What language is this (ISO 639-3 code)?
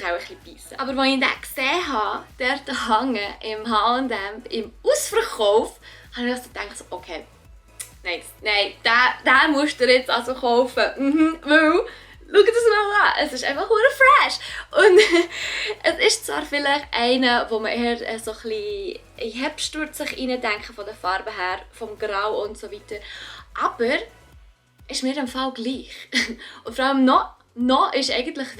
gsw